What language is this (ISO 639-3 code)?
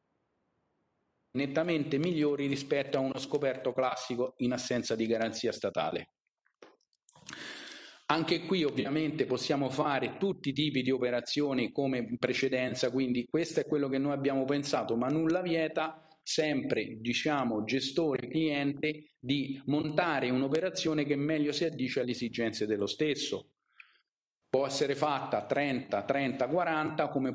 ita